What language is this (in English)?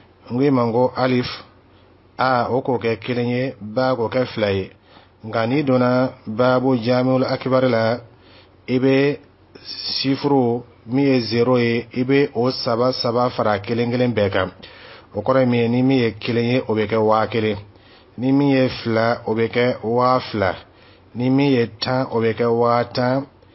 Dyula